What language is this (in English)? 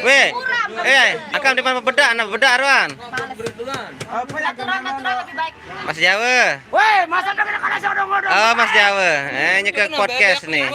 Sasak